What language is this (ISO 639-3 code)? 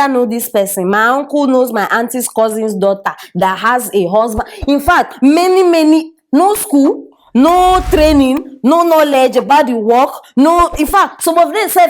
pcm